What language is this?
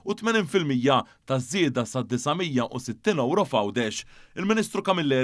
Maltese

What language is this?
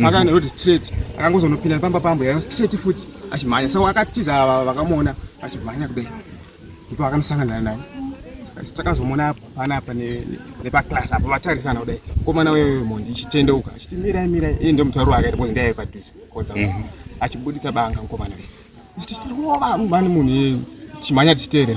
Shona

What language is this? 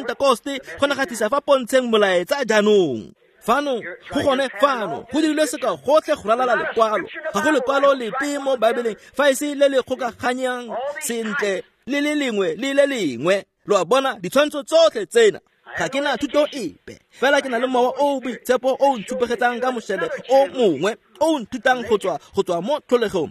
Tswana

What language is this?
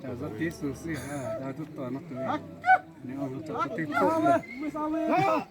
Xavánte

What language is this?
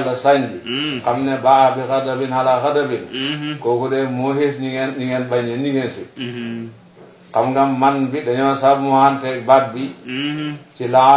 Wolof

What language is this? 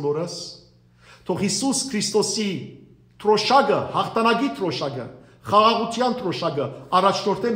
Western Armenian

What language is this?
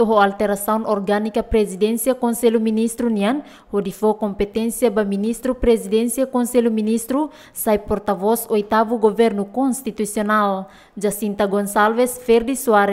Tetum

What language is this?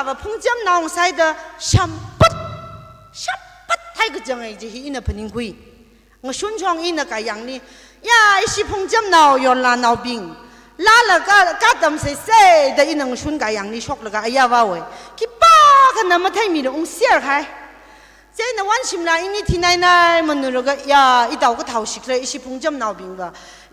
Tangkhul Naga (India)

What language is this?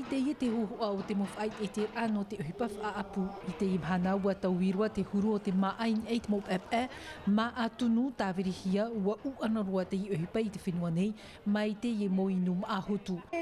Tahitian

